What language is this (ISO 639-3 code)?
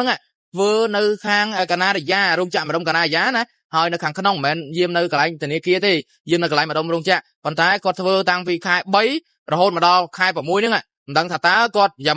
khm